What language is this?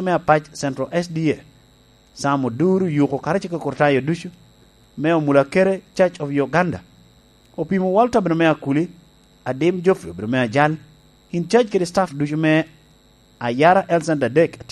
Lango (Uganda)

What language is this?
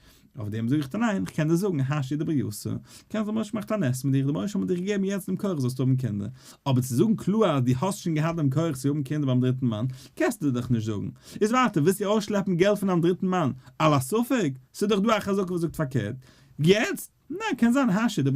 Yiddish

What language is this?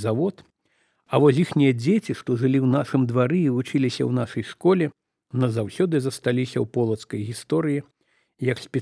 Belarusian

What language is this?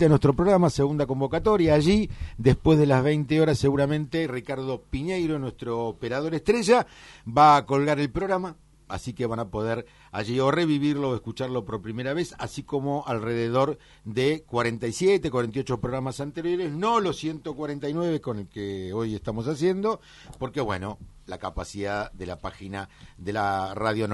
Spanish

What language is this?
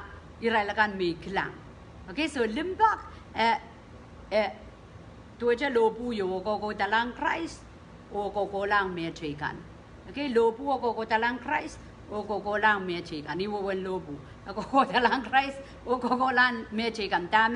Pohnpeian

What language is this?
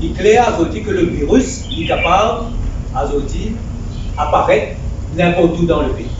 Morisyen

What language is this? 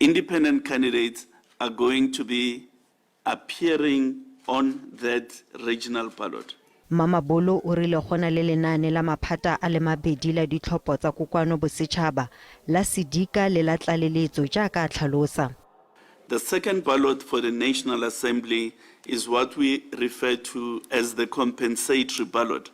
Tswana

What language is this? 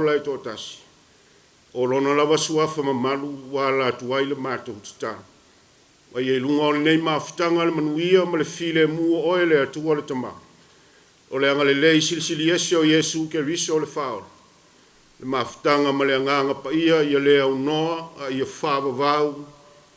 Samoan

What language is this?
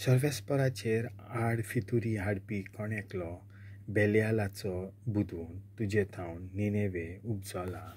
Konkani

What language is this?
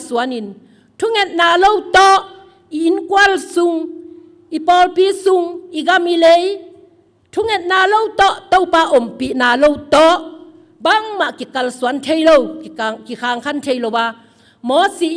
Tedim Chin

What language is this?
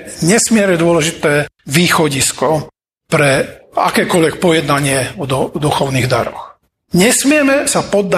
Slovak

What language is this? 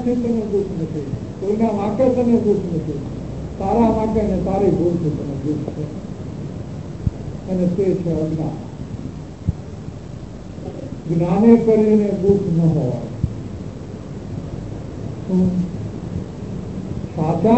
Gujarati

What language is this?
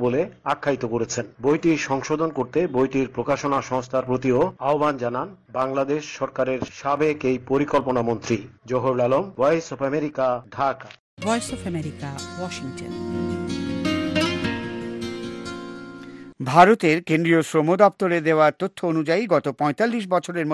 Bangla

